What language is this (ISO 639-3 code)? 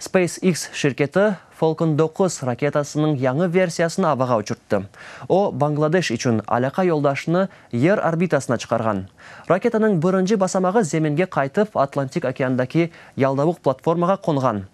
crh